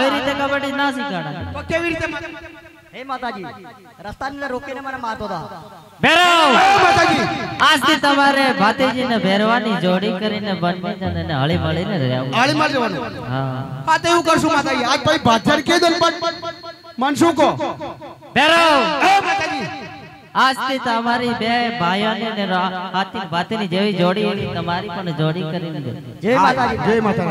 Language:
Gujarati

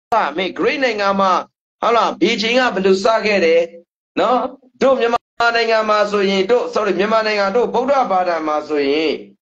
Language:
Burmese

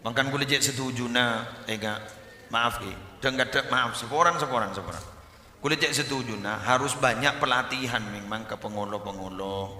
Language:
Madurese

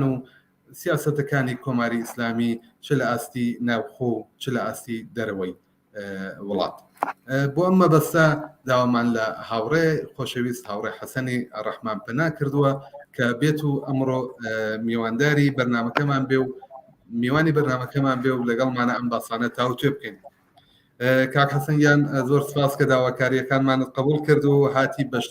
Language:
Central Kurdish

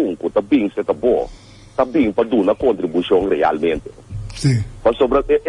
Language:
Papiamento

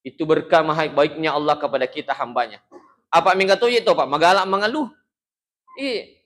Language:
Buginese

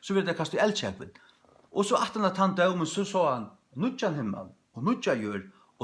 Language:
Faroese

